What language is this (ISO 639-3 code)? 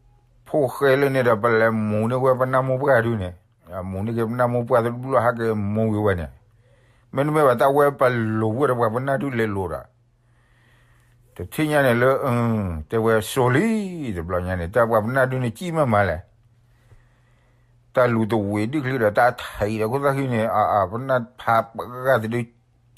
ksw